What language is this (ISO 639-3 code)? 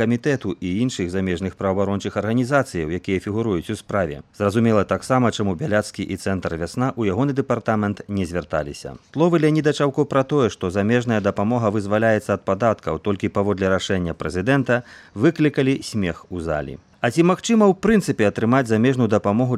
bel